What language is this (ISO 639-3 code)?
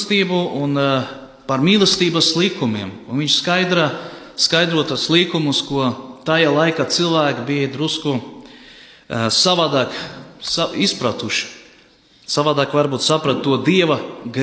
lav